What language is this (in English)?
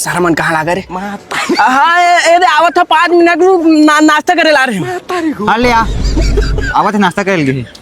Chhattisgarhi